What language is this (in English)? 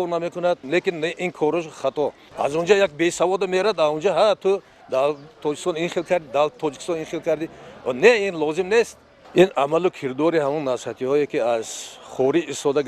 Tajik